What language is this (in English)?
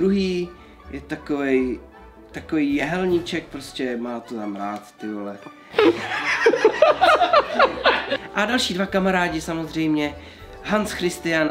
Czech